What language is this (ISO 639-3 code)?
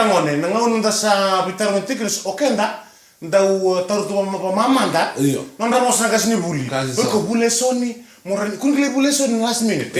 fij